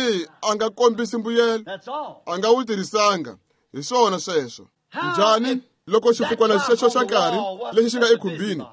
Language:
Tsonga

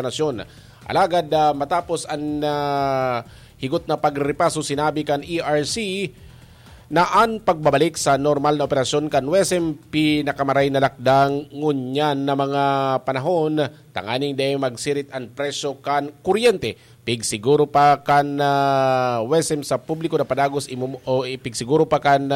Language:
Bikol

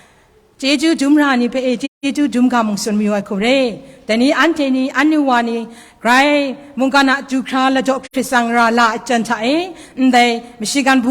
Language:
Kachin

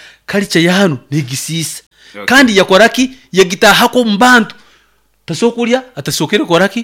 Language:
Nyoro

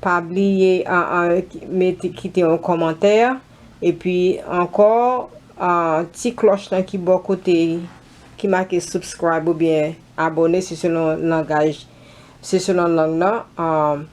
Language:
Haitian Creole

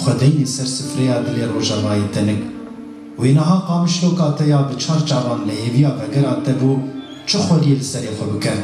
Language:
Kurdish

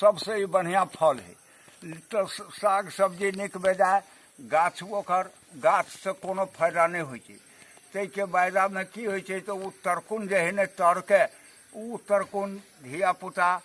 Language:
Maithili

